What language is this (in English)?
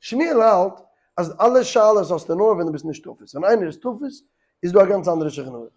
Yiddish